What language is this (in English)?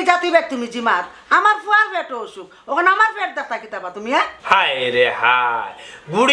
Sylheti